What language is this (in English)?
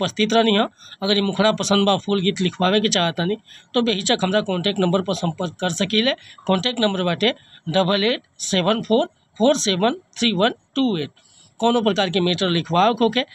Bhojpuri